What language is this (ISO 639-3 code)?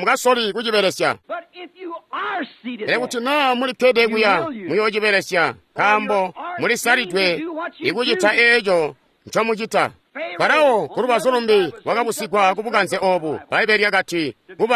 toi